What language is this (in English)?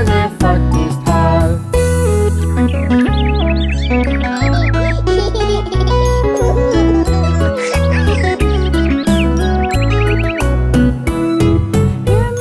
Swedish